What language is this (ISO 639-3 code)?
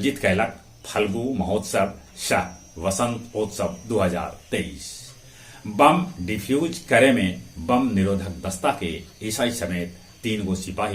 mag